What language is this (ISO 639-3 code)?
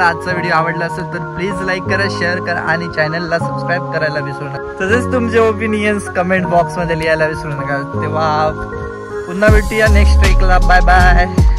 mar